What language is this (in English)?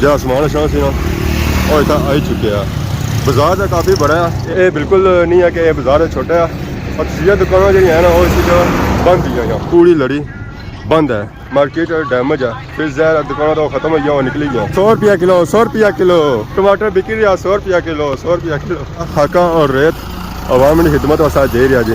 Pahari-Potwari